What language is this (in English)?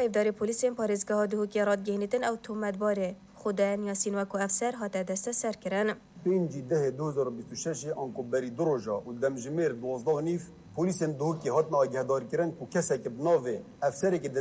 Kurdish